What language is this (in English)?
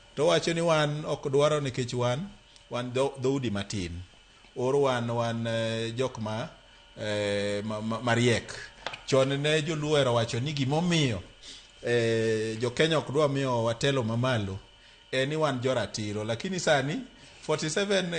Luo (Kenya and Tanzania)